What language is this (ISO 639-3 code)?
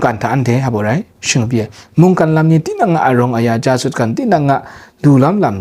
kac